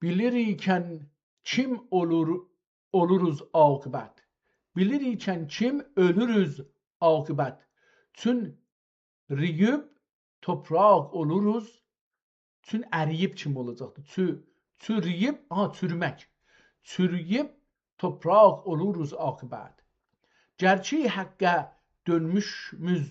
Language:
South Azerbaijani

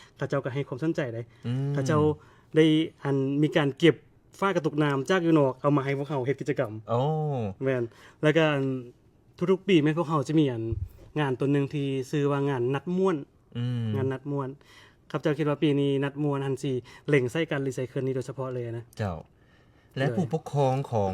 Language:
Lao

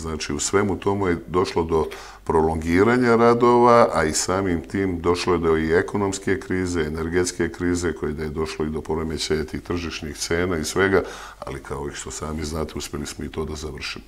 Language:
Serbian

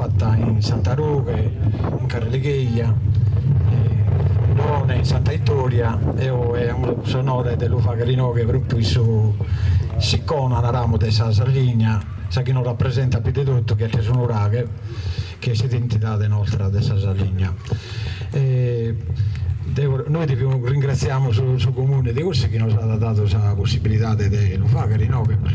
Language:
Sardinian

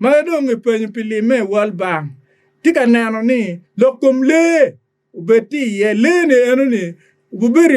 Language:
Acoli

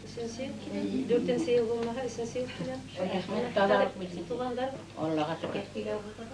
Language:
Bashkir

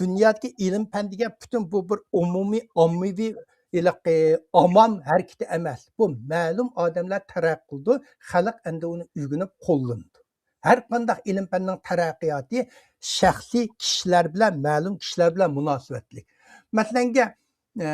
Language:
Uyghur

